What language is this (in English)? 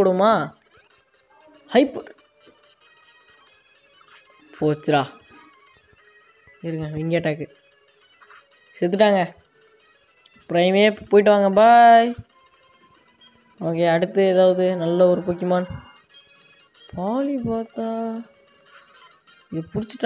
Tamil